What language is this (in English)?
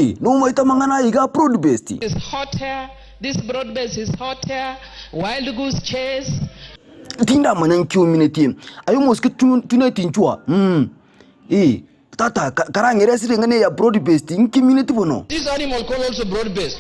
Gusii